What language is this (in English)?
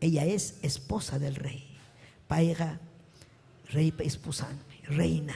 Ayacucho Quechua